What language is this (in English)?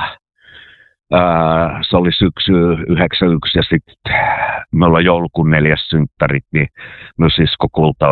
Finnish